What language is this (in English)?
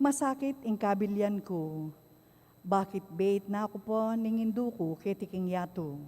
Pampanga